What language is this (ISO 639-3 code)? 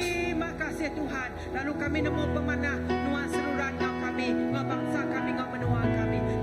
iba